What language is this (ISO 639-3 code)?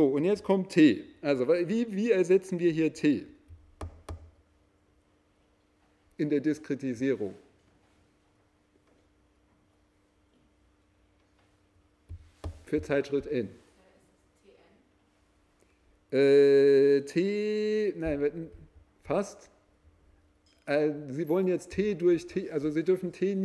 deu